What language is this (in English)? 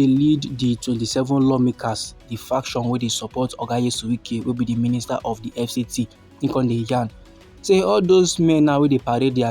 Nigerian Pidgin